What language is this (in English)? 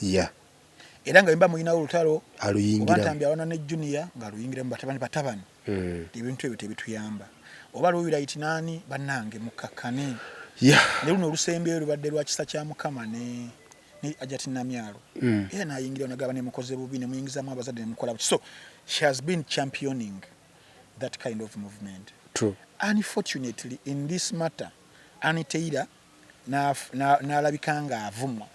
Ganda